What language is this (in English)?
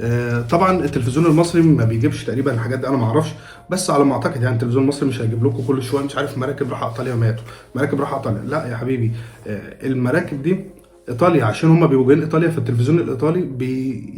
Egyptian Arabic